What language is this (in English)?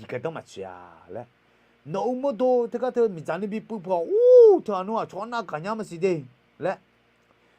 Akha